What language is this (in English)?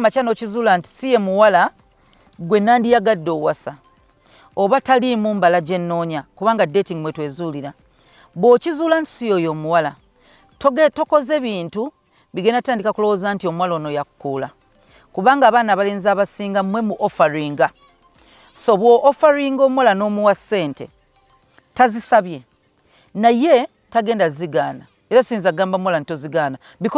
Ganda